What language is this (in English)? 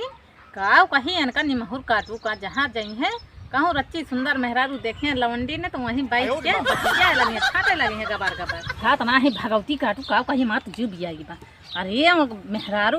Awadhi